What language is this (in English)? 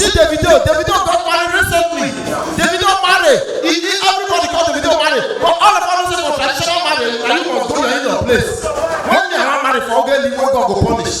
Nigerian Pidgin